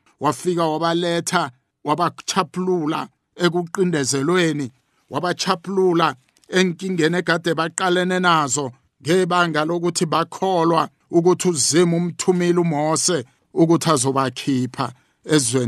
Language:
South Ndebele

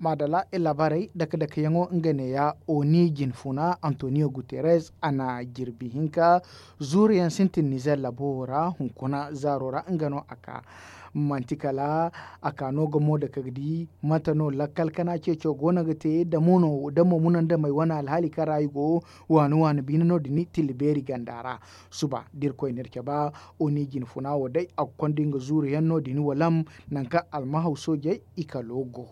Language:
Zarma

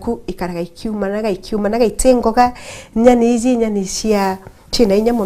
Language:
Meru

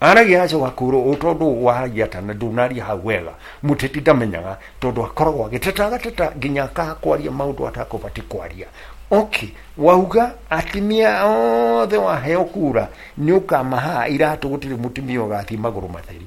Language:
Kikuyu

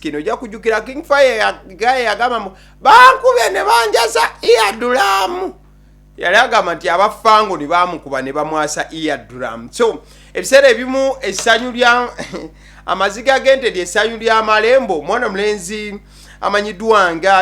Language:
Ganda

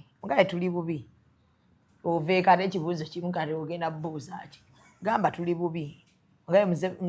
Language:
Ganda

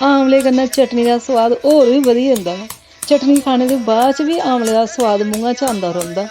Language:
Dogri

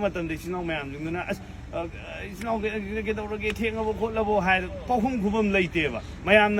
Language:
Manipuri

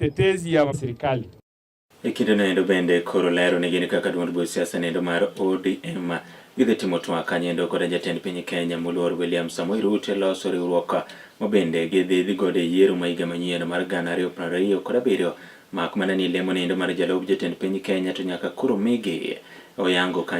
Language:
Luo (Kenya and Tanzania)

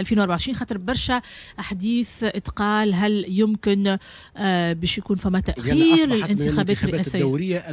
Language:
Tunisian Arabic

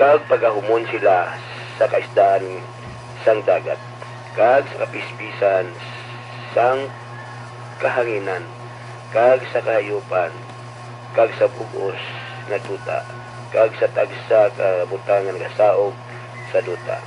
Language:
Hiligaynon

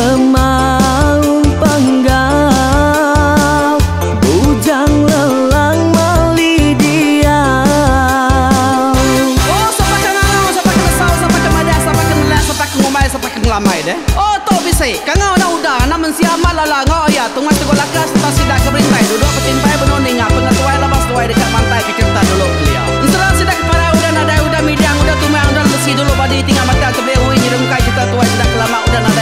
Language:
Iban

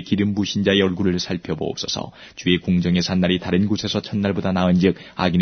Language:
Korean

